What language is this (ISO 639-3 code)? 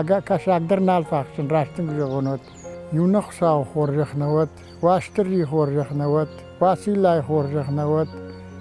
oss